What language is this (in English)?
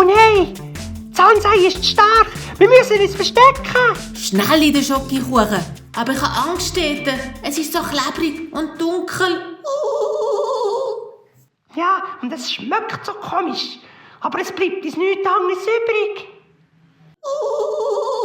Swiss German